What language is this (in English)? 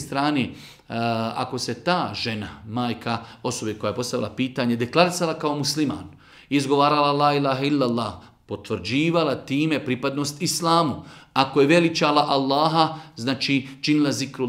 Bosnian